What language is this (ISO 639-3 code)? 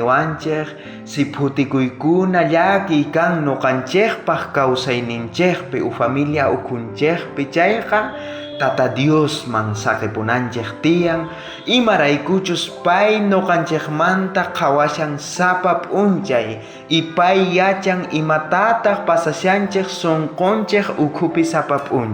quh